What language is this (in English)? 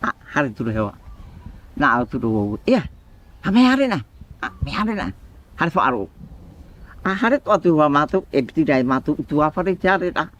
Tahitian